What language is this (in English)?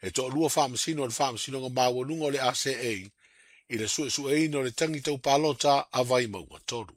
Samoan